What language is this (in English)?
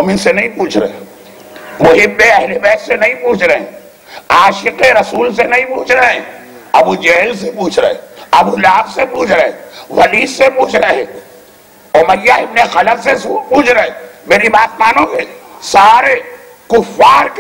Urdu